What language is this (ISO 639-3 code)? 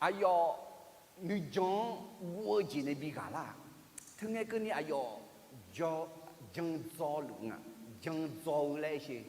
ahk